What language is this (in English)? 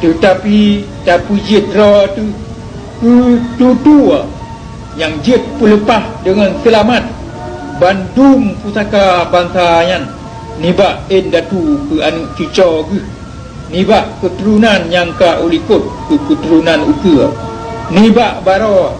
Achinese